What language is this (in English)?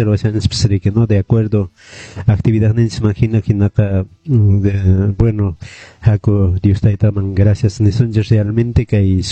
Quechua